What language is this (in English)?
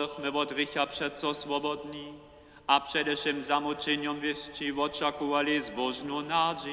Upper Sorbian